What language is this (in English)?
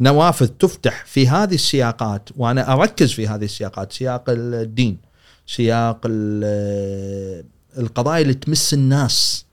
Gulf Arabic